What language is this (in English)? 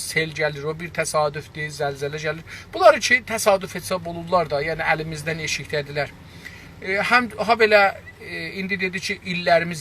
South Azerbaijani